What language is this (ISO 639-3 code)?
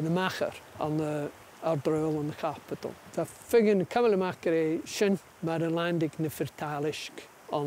gla